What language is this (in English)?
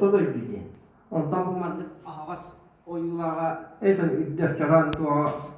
Yakut